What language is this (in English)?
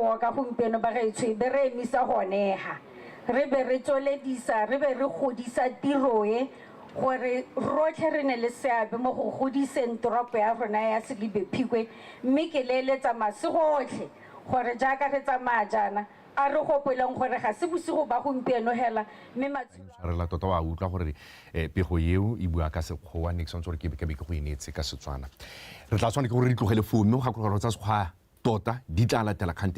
Tswana